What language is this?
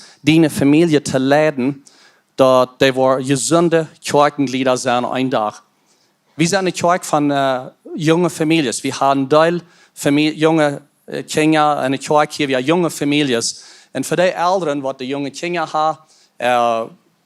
Plautdietsch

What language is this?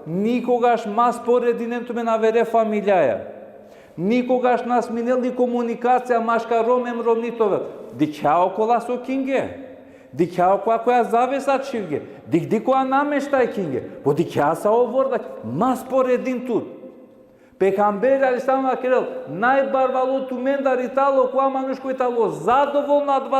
Balkan Romani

